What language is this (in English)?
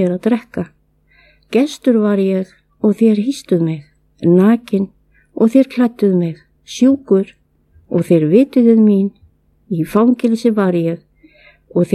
Icelandic